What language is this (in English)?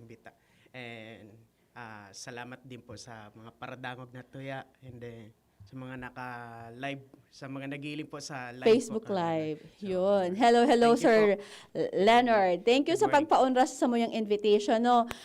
Bikol